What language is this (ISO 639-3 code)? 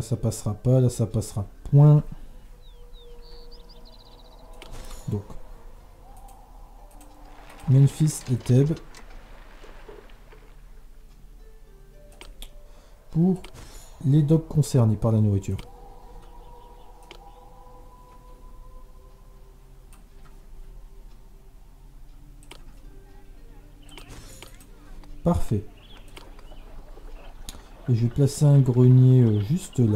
fra